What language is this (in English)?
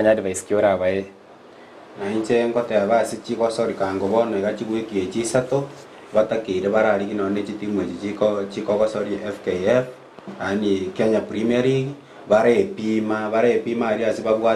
Gusii